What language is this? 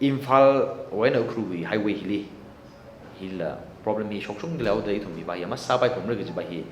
Tangkhul Naga (India)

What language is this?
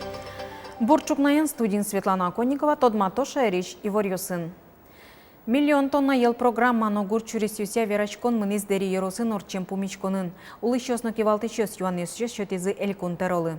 Udmurt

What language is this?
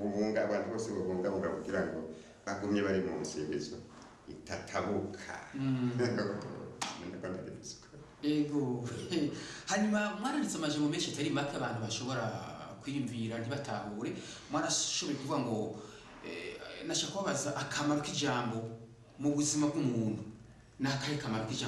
Rundi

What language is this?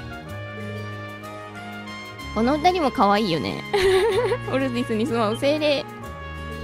Japanese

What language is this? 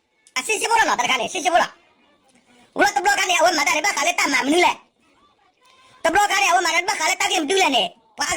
S'gaw Karen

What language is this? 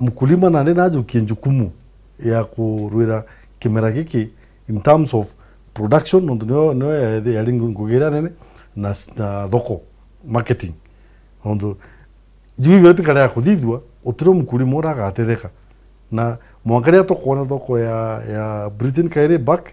Meru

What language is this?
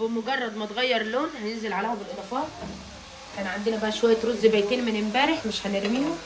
Egyptian Arabic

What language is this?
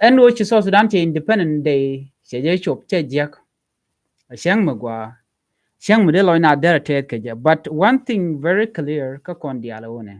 Nuer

